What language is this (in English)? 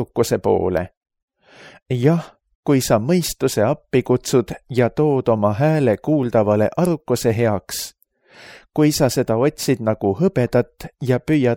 Estonian